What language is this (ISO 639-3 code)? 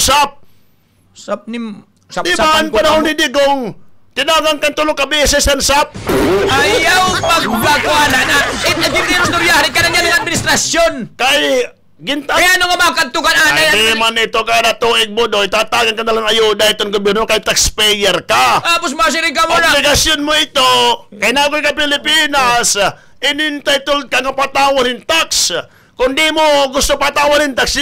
war